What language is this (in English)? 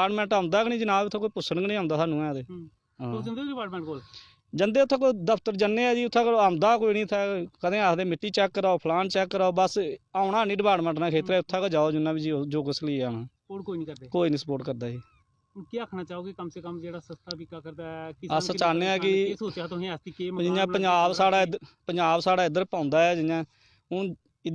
Dogri